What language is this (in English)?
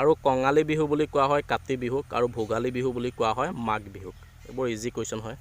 Assamese